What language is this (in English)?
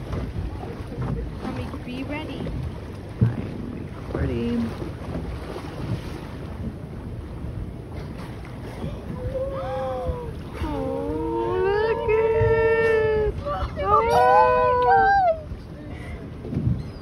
English